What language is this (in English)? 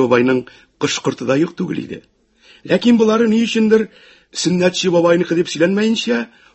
Tatar